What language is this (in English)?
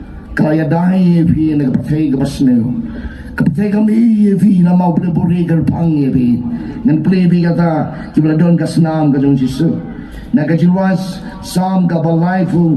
Khasi